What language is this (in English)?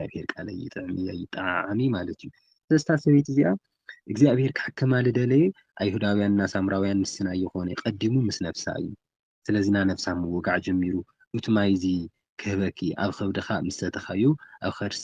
Tigrinya